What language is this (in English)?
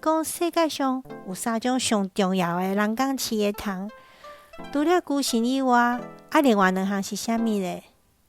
Min Nan Chinese